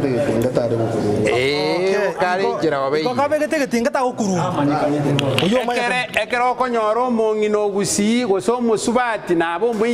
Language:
Gusii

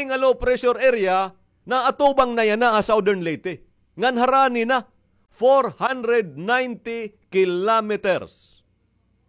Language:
Waray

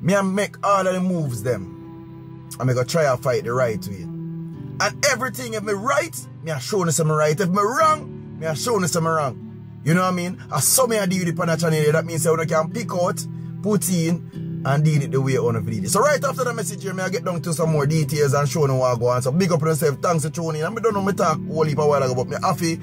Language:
Jamaican Creole English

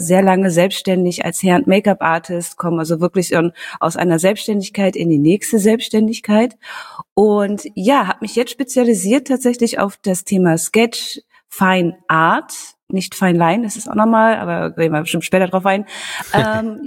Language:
German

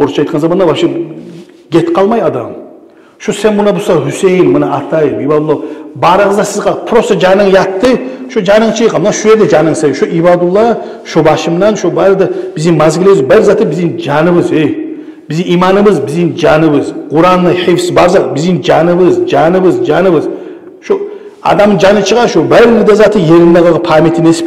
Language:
Kumyk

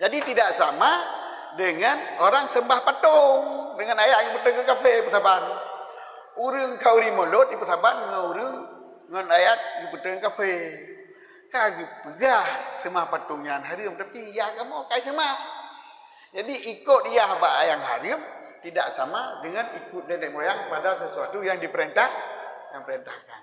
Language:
Achinese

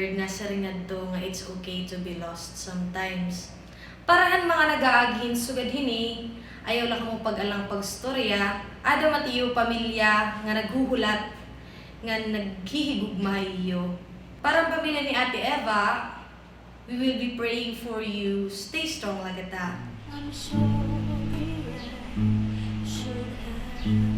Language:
Waray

